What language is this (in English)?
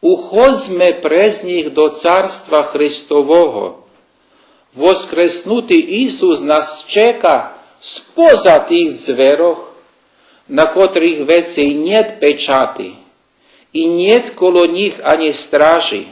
Rusyn